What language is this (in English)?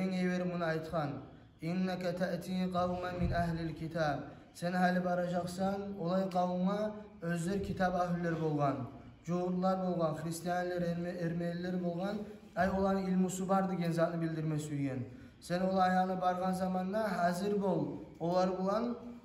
Kumyk